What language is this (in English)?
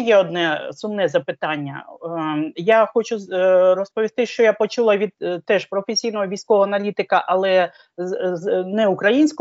Ukrainian